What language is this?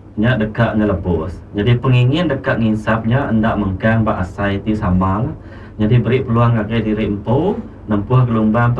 Iban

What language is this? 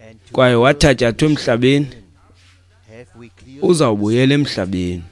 Xhosa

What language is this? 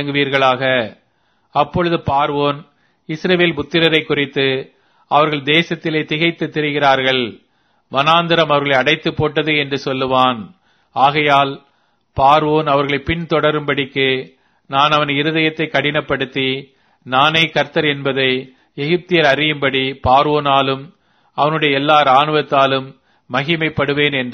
Tamil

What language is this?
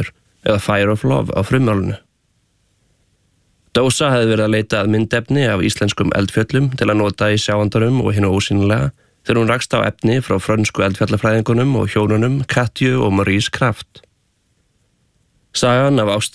Icelandic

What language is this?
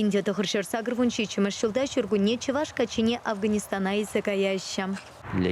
Chuvash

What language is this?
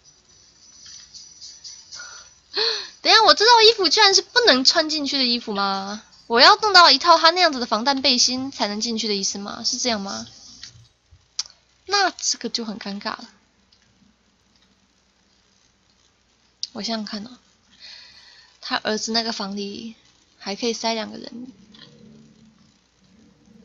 Chinese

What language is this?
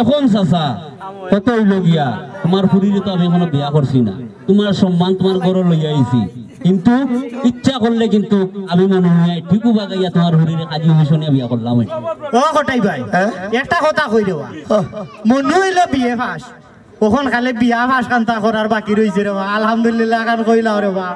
Sylheti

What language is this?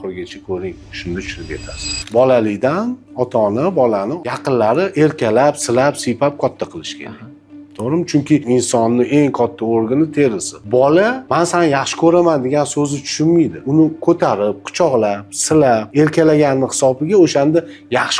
Uzbek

